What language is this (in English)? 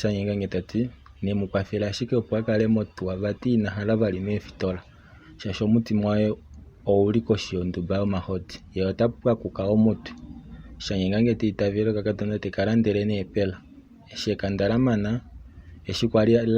Kuanyama